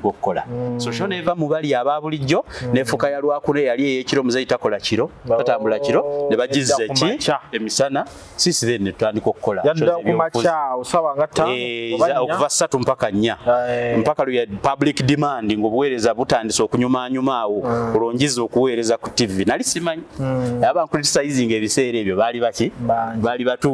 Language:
Ganda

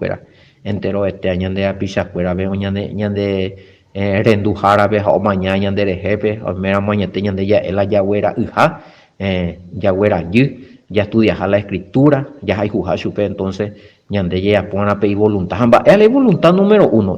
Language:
Guarani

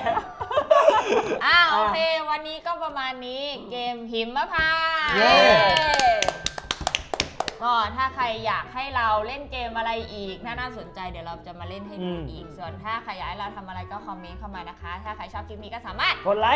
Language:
Thai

